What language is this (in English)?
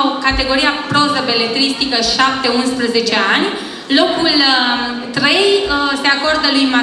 Romanian